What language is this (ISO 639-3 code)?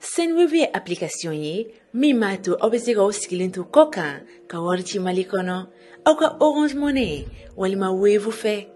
bam